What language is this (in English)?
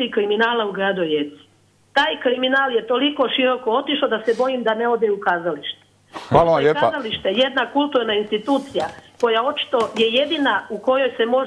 Croatian